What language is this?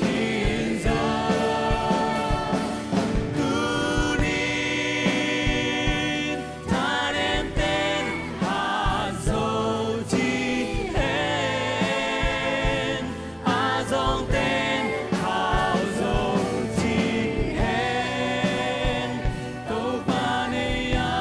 Tedim Chin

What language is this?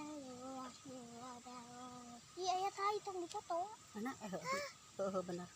Sundanese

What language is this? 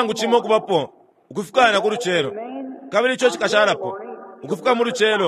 Bemba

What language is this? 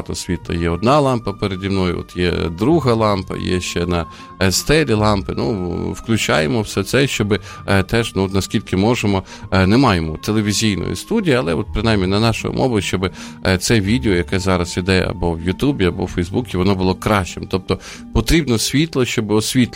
Ukrainian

